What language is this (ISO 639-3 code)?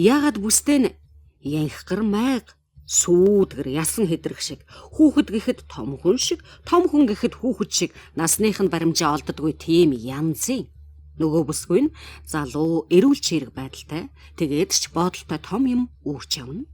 mon